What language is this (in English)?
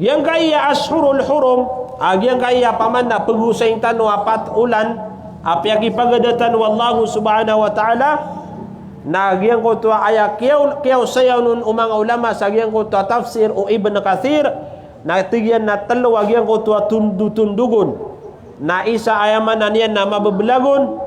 Maranao